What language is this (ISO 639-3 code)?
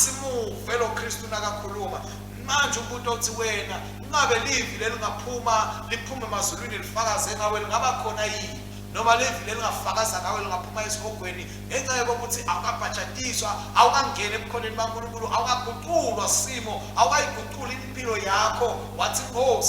ssw